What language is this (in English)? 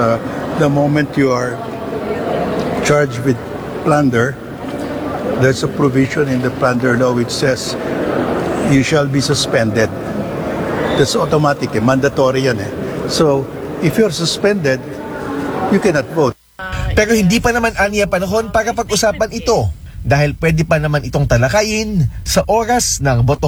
Filipino